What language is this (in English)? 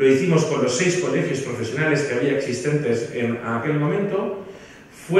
Spanish